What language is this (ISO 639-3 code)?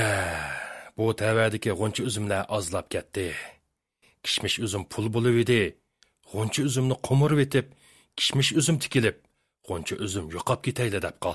uig